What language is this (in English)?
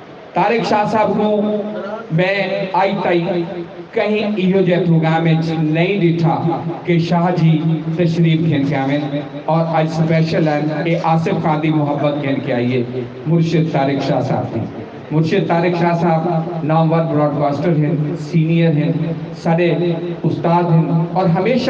Saraiki